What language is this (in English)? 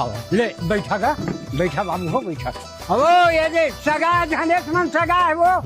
Chhattisgarhi